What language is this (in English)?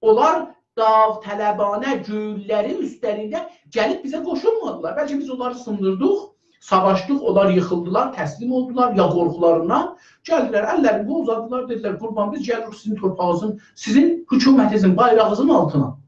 South Azerbaijani